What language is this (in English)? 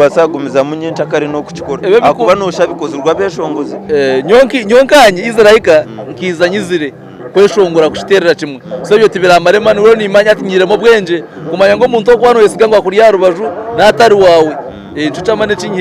Nyankole